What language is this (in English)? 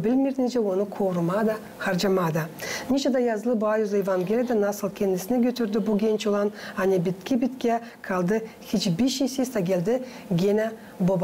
Gagauz